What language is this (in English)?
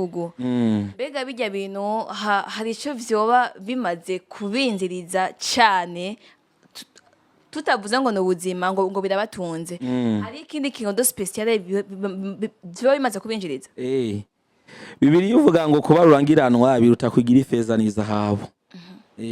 Rundi